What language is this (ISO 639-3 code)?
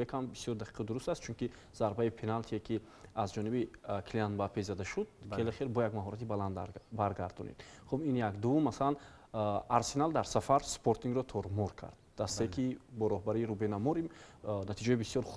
tgk